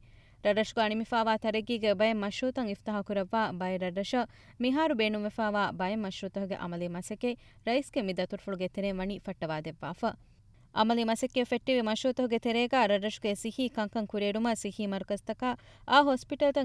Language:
Divehi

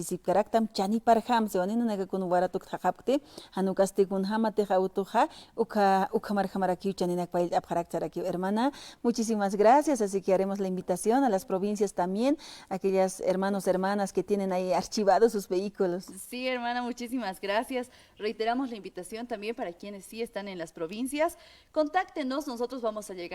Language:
Aymara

